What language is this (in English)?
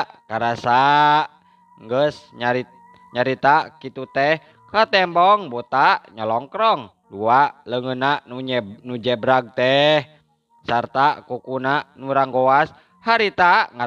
Sundanese